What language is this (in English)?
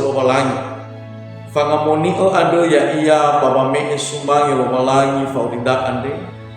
Nias